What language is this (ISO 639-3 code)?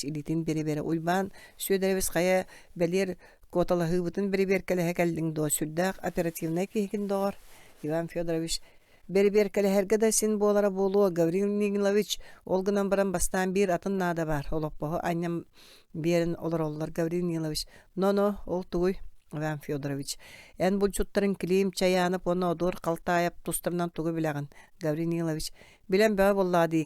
sah